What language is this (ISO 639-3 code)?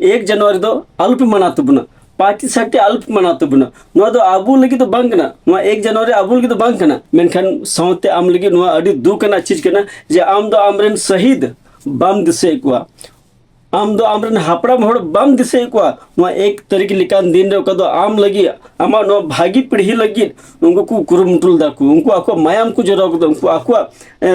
sat